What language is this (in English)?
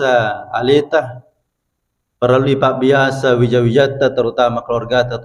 Buginese